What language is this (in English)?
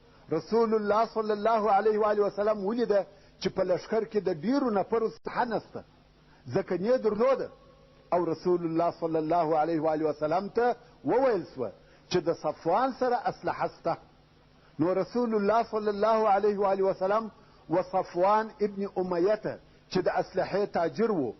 Pashto